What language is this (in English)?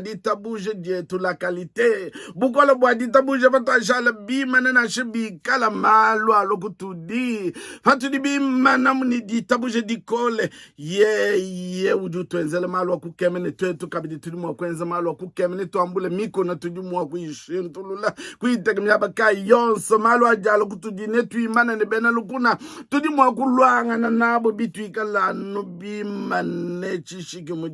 Luba-Lulua